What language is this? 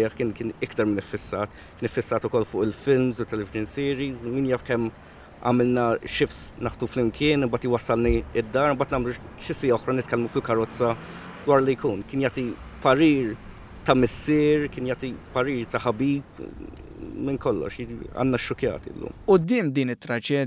Maltese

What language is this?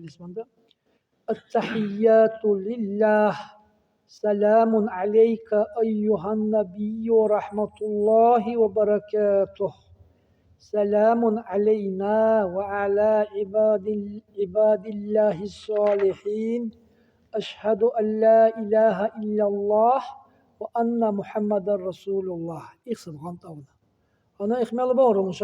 Dargwa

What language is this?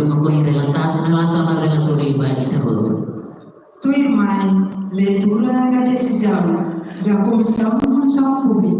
Tetum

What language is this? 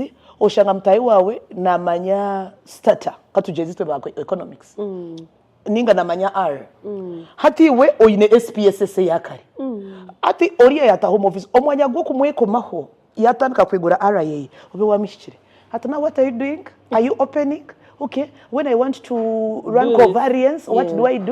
Nyankole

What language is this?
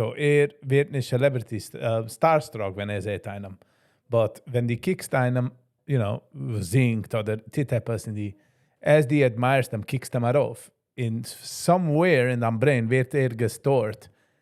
Yiddish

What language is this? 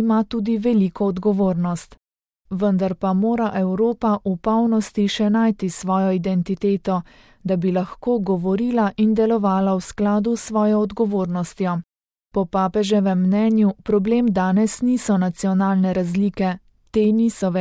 Slovenian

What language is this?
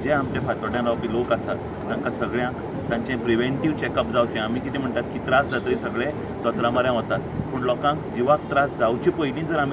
Konkani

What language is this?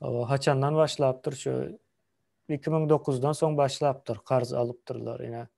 Turkmen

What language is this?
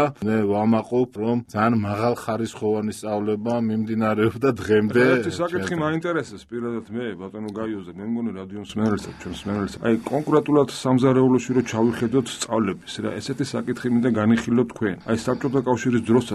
Georgian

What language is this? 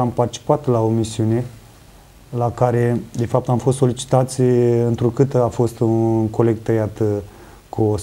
Romanian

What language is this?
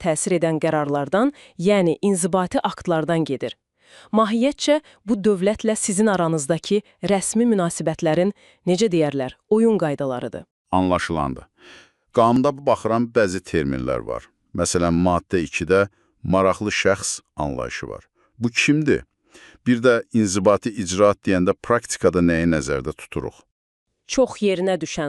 Azerbaijani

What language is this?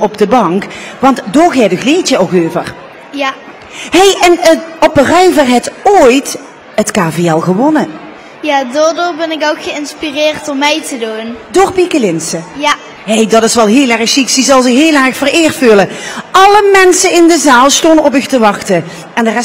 Limburgish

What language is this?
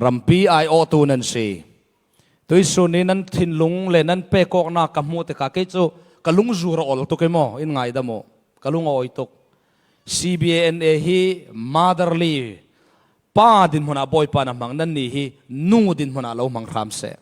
Falam Chin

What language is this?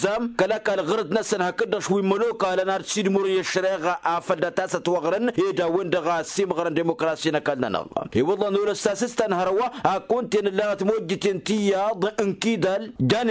Tamasheq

